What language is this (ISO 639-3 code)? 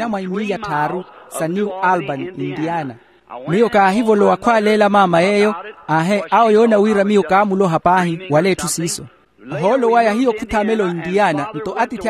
vmw